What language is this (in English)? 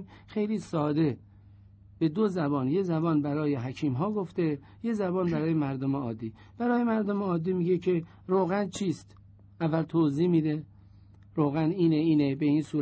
Persian